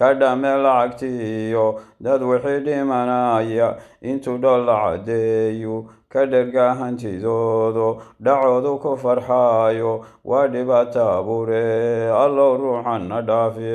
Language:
Somali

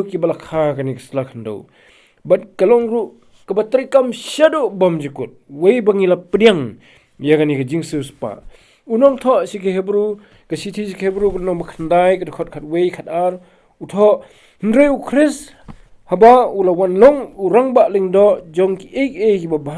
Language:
Khasi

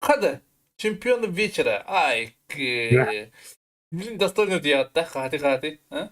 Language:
Yakut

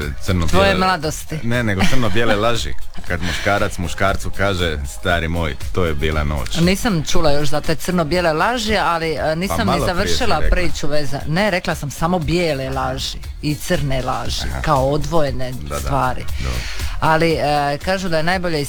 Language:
Croatian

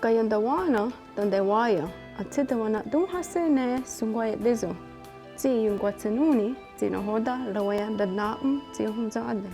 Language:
Mohawk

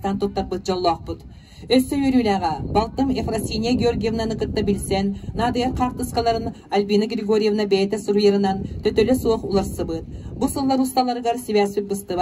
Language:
Yakut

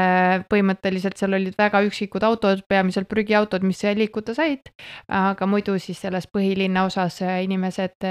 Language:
Estonian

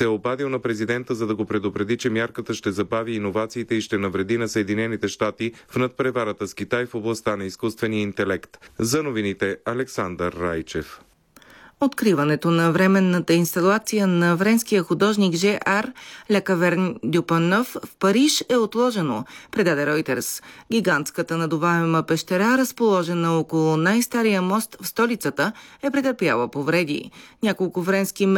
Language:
Bulgarian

